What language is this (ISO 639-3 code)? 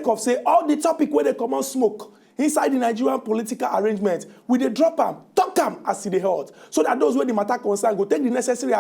pcm